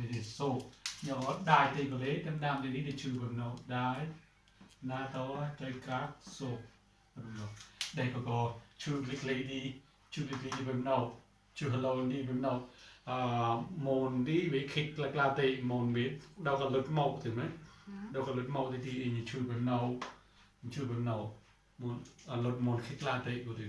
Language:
Mon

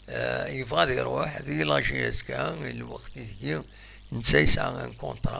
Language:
Kabyle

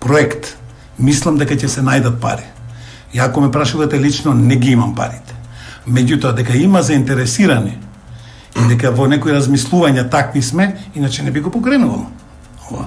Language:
Macedonian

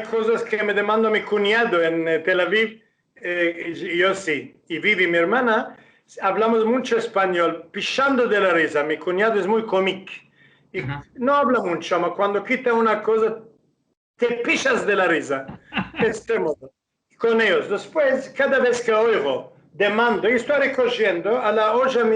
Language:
Ladino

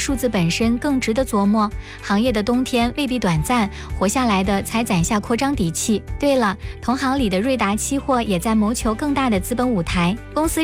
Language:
Chinese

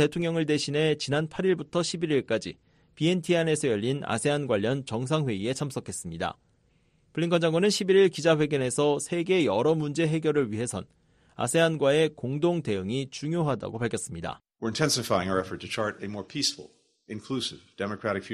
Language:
Korean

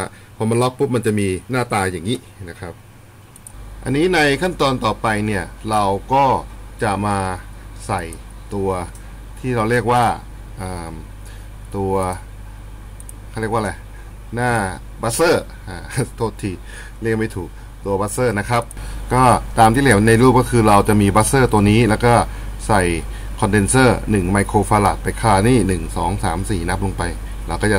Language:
Thai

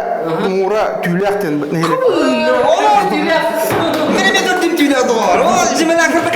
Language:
Yakut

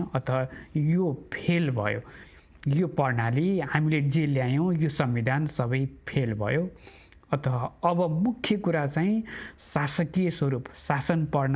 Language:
Nepali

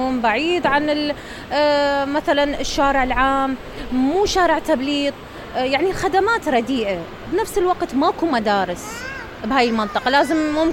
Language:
Mesopotamian Arabic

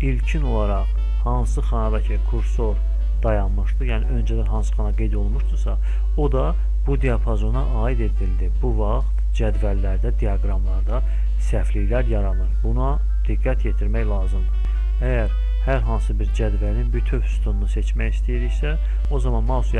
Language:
Azerbaijani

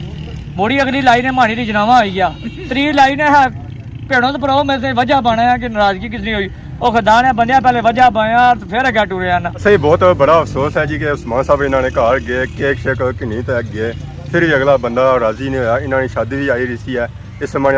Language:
Pahari-Potwari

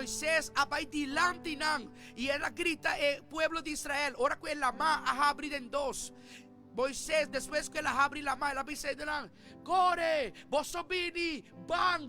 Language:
Papiamento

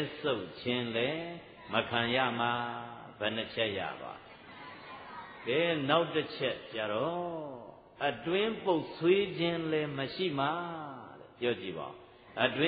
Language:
Burmese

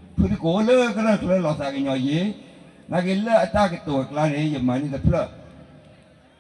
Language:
S'gaw Karen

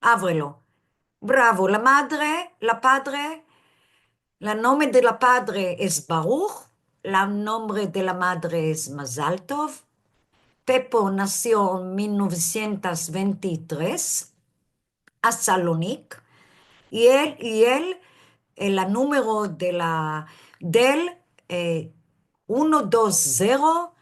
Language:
Ladino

